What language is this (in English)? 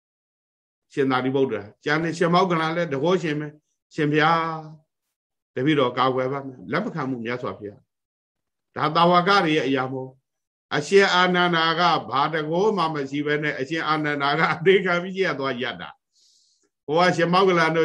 Burmese